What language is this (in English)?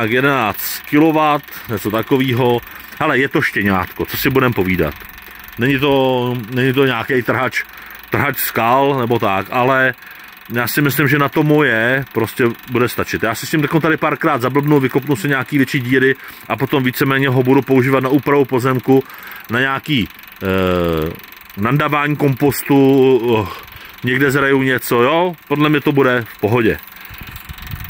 Czech